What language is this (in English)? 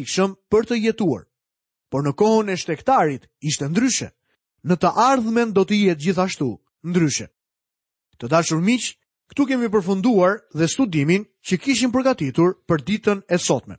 Albanian